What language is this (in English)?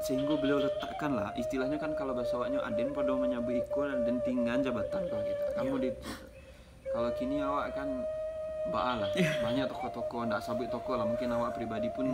Minangkabau